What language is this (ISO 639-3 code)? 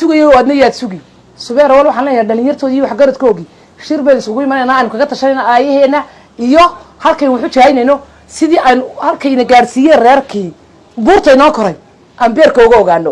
som